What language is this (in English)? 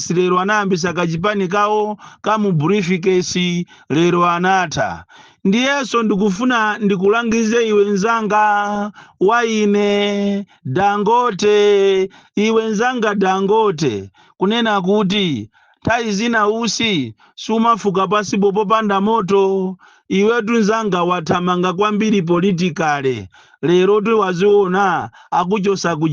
Nyanja